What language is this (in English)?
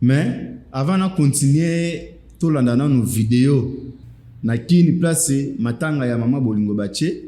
Lingala